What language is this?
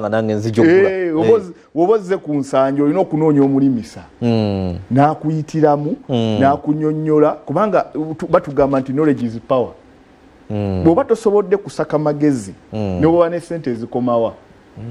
Ganda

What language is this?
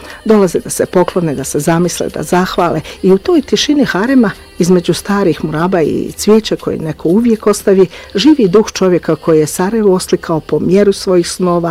Bosnian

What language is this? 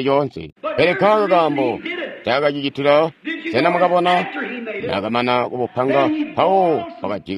Tonga (Zambia)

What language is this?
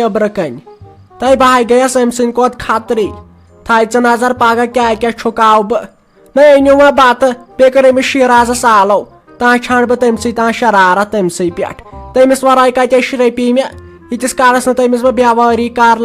Kashmiri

